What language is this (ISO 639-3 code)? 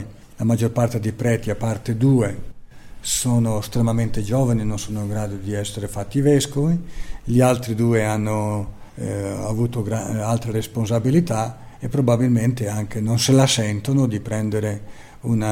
ita